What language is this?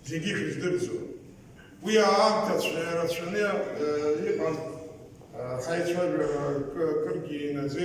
Abkhazian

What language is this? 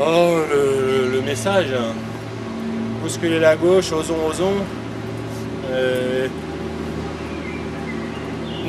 French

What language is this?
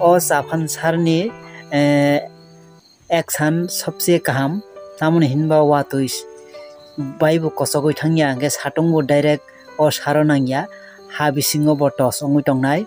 Kok Borok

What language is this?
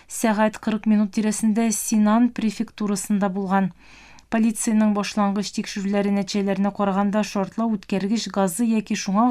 Tatar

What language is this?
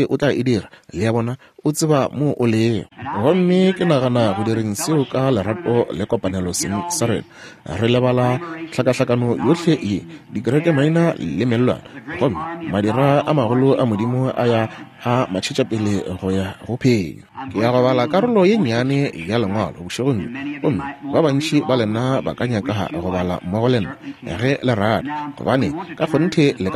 Northern Sotho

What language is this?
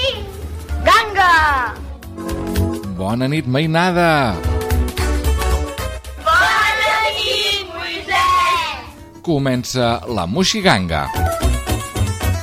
Catalan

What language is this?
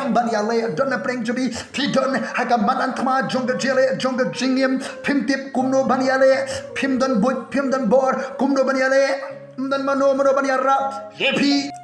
Khasi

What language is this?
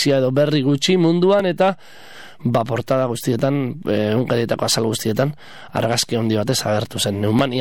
Basque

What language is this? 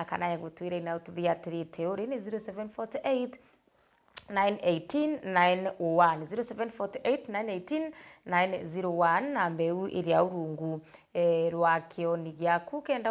Meru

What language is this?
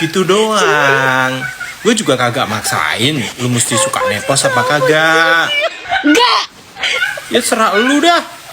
Betawi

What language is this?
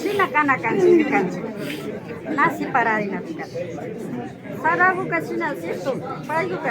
Imbabura Highland Quichua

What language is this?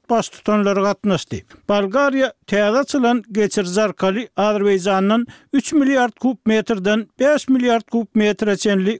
Turkmen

